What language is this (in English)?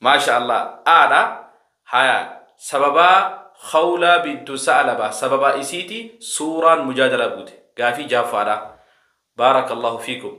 Oromo